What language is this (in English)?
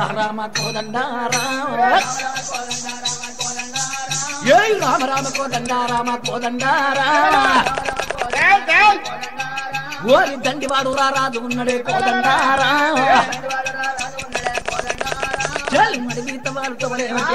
Telugu